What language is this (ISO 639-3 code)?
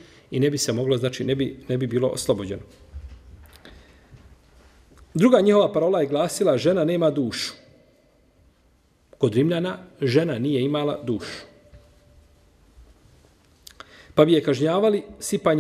bos